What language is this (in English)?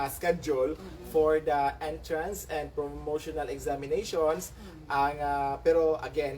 Hiligaynon